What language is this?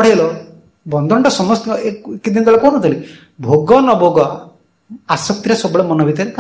Odia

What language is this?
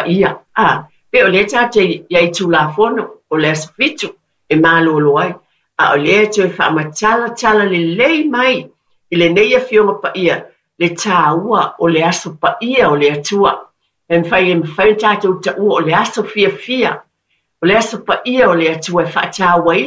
Samoan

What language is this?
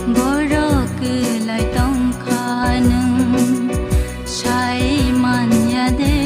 Kok Borok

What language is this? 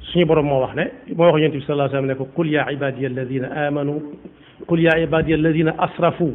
Wolof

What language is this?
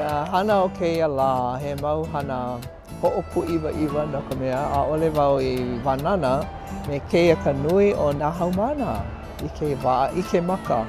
Hawaiian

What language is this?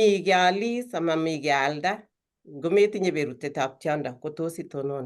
Kalenjin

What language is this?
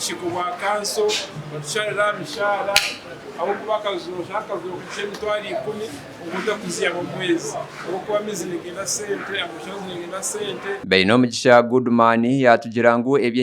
Nyankole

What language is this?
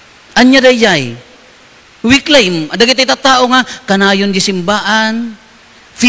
Iloko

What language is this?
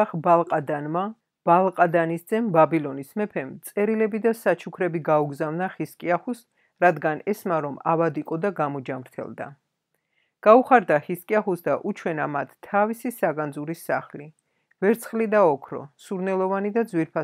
Georgian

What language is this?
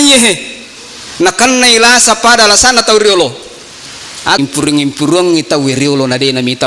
Buginese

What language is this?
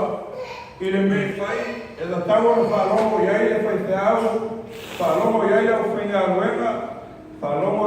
Samoan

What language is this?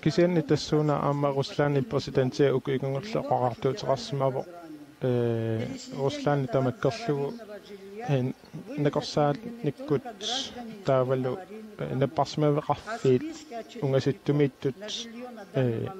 Kalaallisut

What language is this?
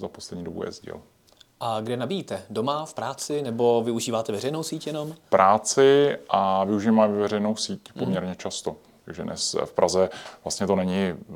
Czech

